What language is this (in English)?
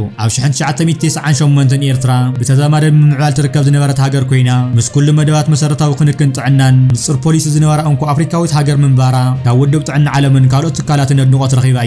Tigrinya